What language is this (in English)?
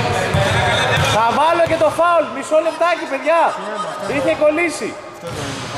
Greek